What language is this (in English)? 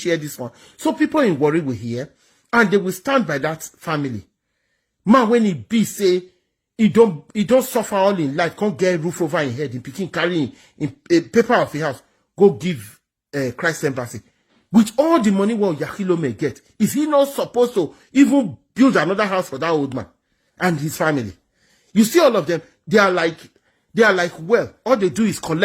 Nigerian Pidgin